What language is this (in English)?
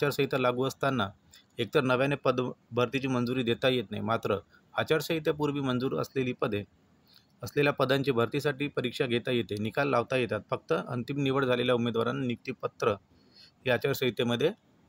Marathi